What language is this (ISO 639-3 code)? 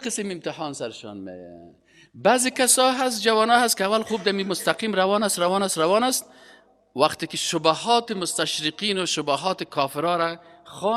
fas